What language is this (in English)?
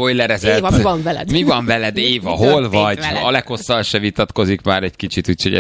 Hungarian